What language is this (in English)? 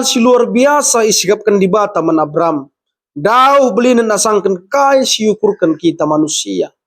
Batak Karo